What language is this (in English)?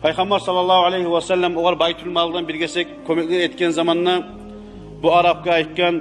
Kumyk